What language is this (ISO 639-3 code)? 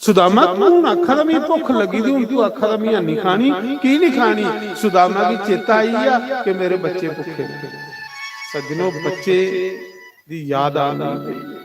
doi